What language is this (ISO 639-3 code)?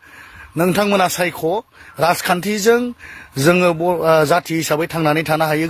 brx